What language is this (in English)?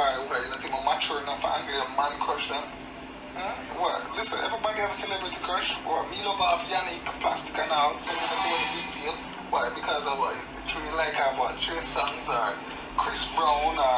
Jamaican Creole English